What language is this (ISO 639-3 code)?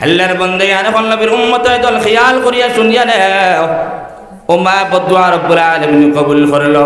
syl